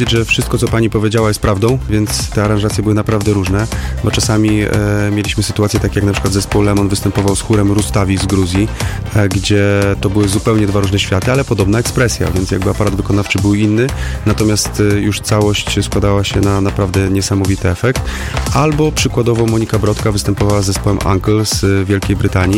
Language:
Polish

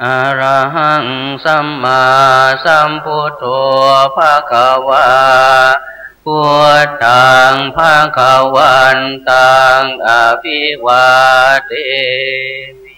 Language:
Pali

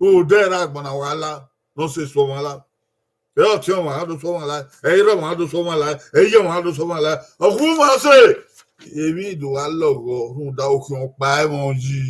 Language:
Bini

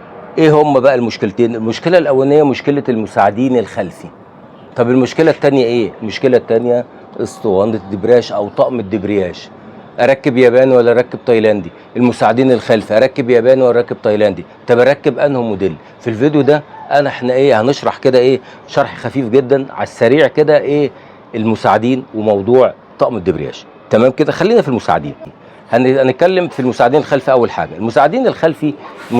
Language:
Egyptian Arabic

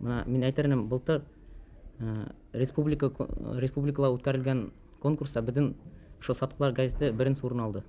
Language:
Bashkir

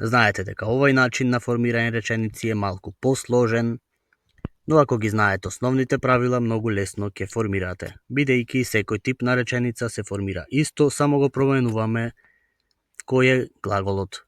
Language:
Macedonian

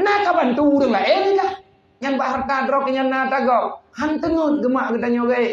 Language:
Achinese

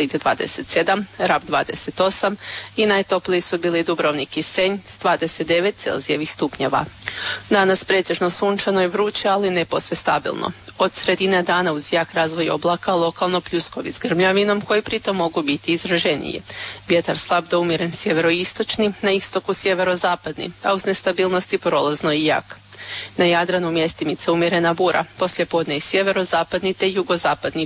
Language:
Croatian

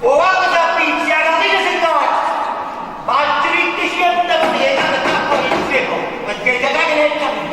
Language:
Neapolitan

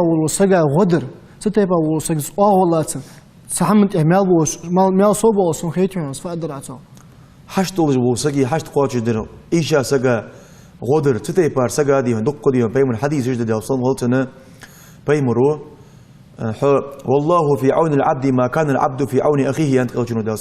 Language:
Ingush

